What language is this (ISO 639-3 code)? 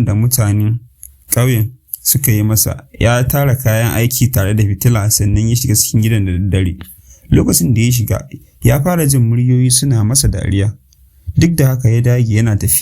hau